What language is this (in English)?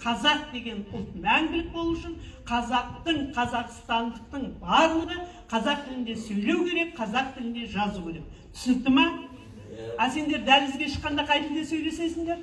Kazakh